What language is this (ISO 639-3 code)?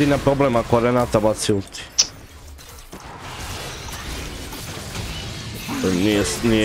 hrv